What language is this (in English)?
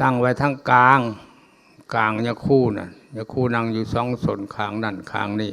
Lao